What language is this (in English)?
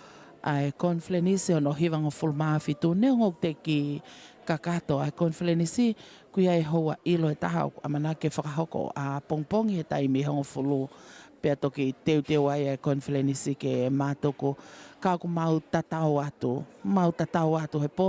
Tongan